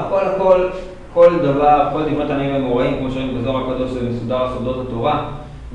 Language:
Hebrew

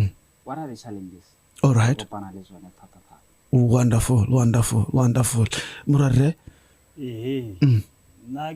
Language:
Tswana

